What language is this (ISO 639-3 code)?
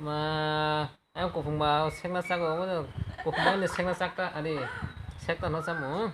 trp